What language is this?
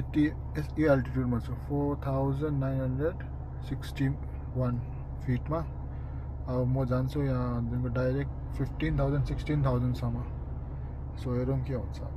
Nepali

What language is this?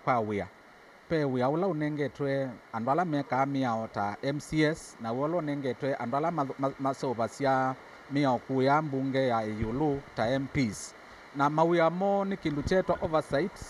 Kamba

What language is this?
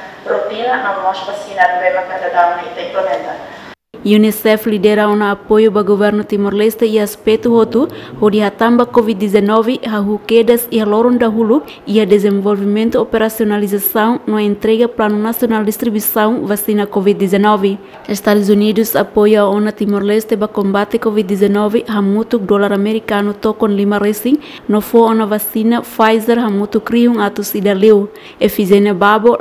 Tetum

